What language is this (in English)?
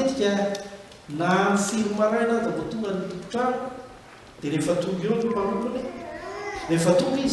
Malagasy